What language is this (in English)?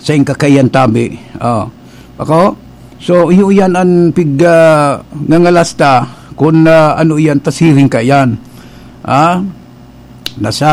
Bikol